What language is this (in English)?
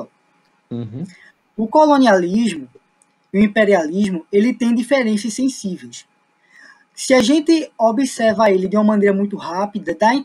Portuguese